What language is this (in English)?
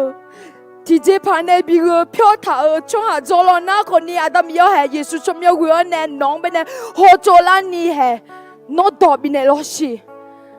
Akha